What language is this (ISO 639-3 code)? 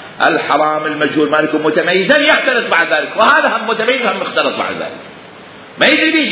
acm